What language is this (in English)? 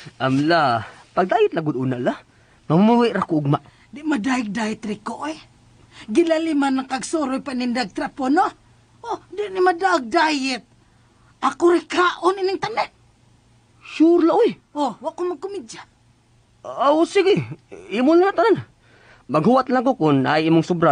Cebuano